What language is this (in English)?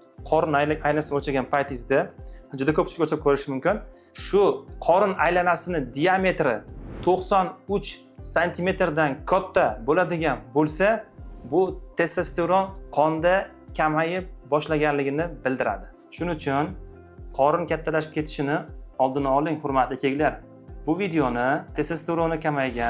Uzbek